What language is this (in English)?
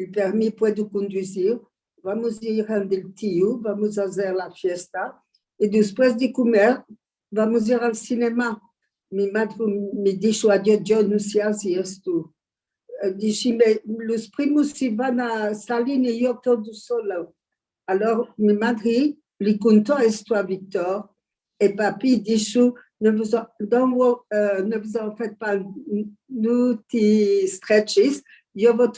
Ladino